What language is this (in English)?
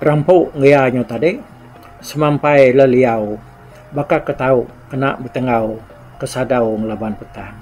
Iban